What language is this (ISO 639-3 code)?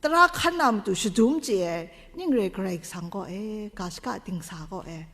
kac